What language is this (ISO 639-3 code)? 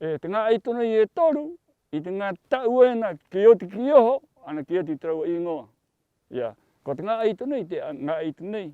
rap